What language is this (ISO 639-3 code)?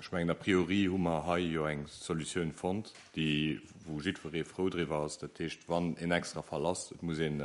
ltz